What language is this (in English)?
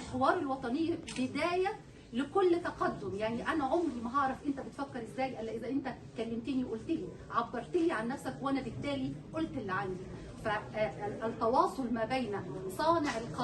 Egyptian Arabic